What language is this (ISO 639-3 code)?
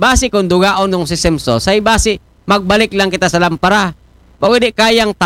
akl